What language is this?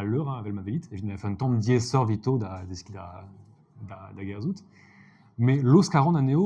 Breton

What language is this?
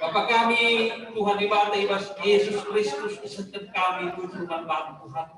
Batak Karo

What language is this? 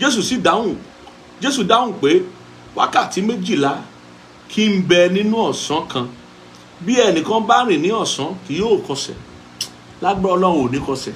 Yoruba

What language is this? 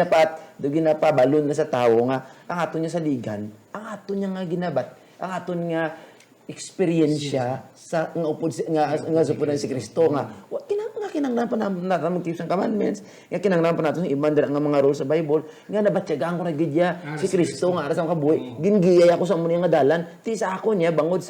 Hiligaynon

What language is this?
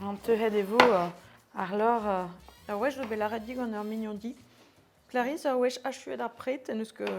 Breton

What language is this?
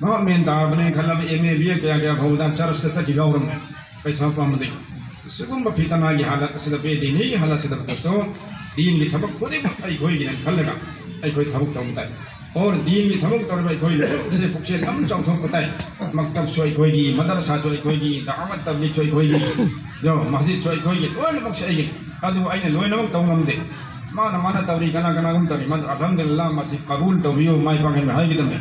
Manipuri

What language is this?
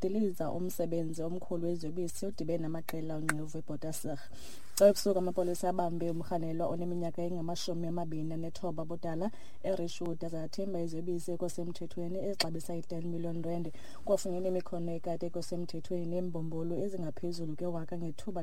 Xhosa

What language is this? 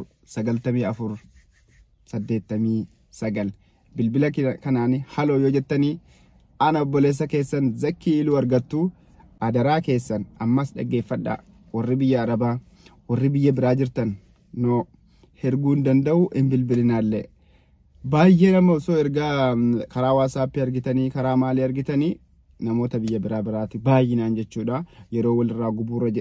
Oromo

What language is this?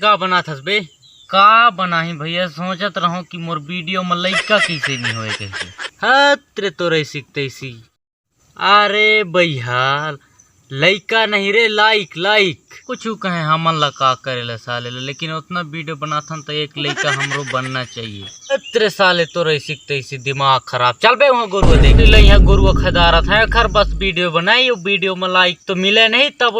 Chhattisgarhi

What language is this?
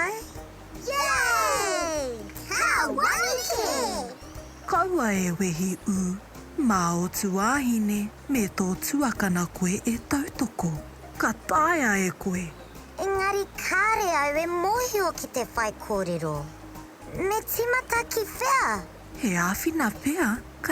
Māori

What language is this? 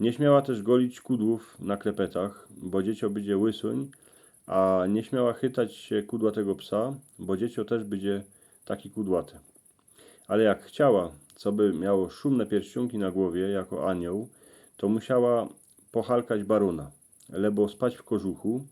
Silesian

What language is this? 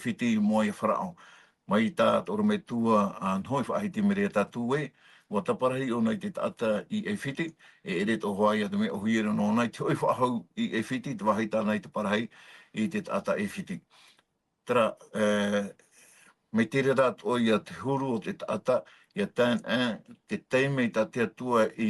Tahitian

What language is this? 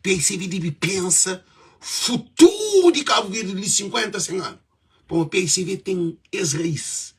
Kabuverdianu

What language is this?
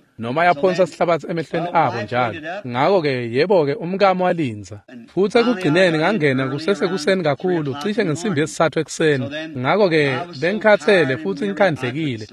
Swati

